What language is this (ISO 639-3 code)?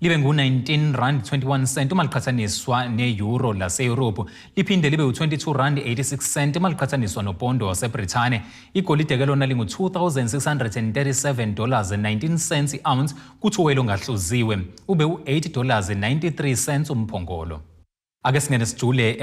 zul